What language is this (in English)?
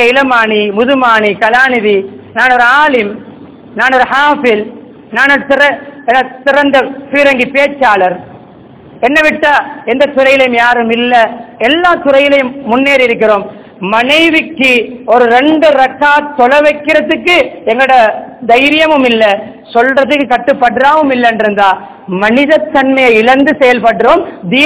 Tamil